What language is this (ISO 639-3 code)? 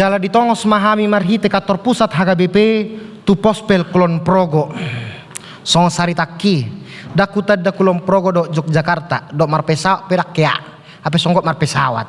bbc